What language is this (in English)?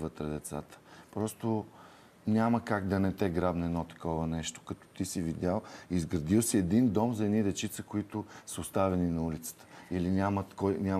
Bulgarian